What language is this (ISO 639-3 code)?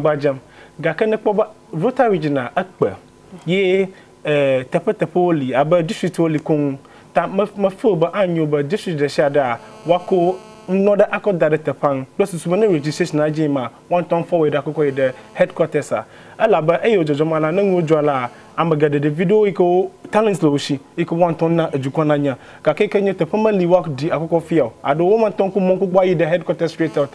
ewe